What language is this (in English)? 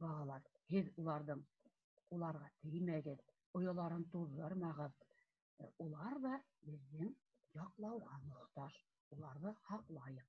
Bashkir